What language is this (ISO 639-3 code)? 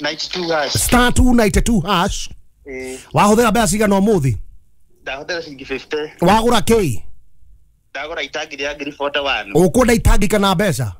kik